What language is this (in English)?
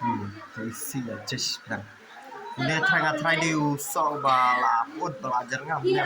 Khasi